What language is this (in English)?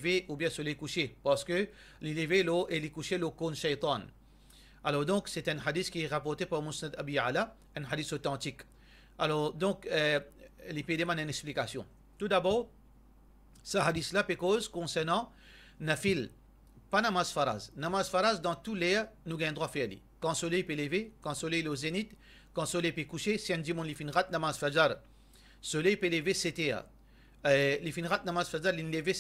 Morisyen